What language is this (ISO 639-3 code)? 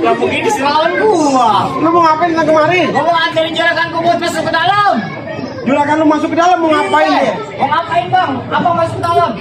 bew